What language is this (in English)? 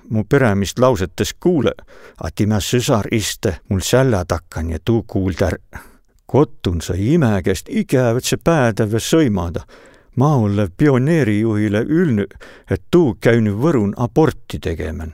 Võro